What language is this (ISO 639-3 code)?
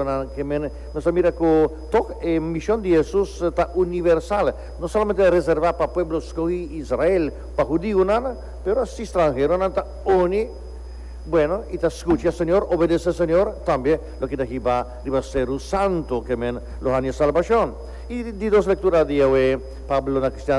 pap